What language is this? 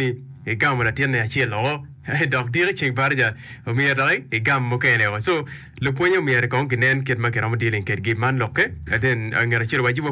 Acoli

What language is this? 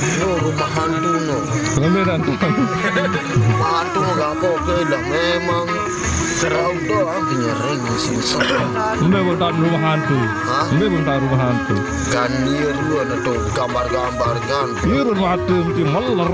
Sasak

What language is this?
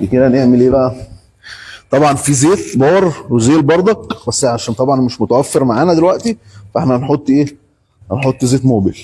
Egyptian Arabic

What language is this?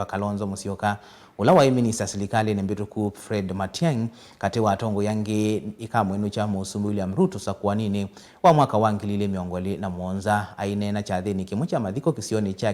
Kamba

